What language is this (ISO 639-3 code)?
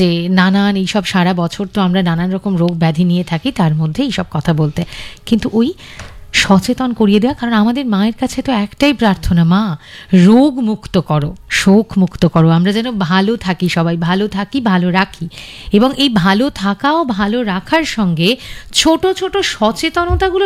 ben